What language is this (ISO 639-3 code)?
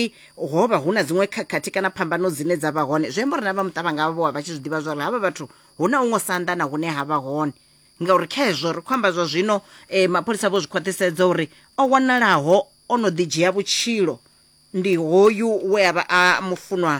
ven